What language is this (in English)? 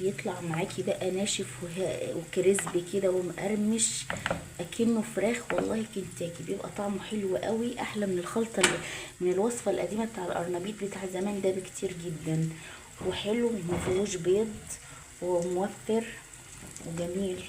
Egyptian Arabic